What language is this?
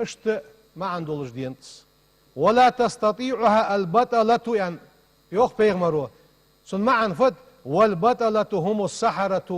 Ingush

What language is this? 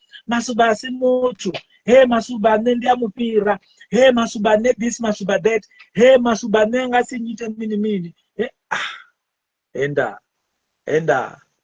Venda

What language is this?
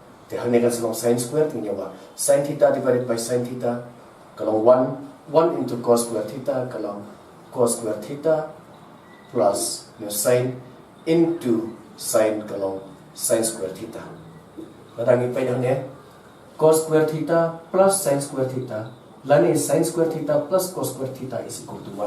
Khasi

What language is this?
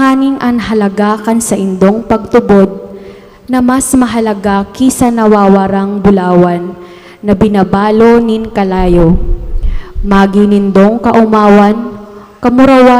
Bikol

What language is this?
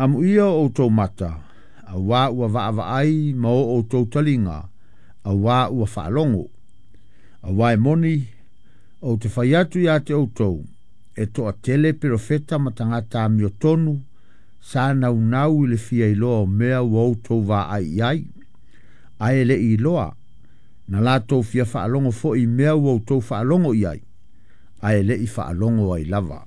Samoan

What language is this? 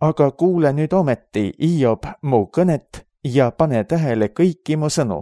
Estonian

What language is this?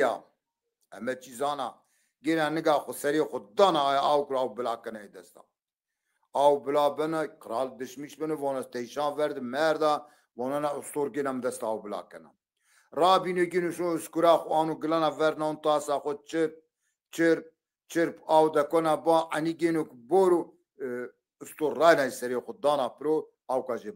Zaza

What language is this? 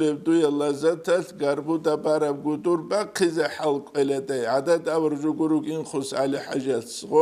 Avaric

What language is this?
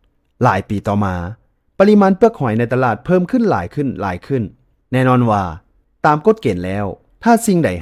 Lao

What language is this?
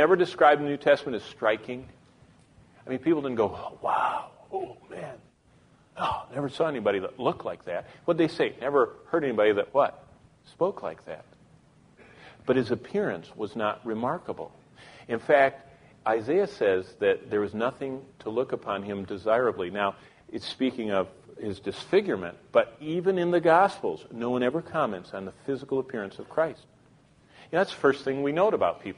English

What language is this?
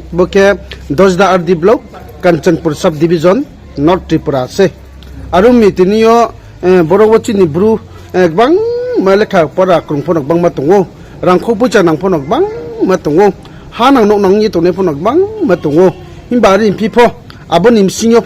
Riang (India)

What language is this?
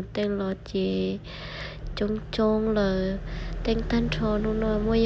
Hmong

